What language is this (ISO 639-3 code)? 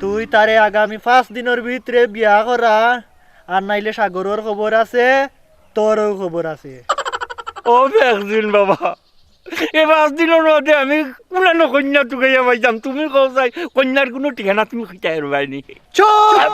syl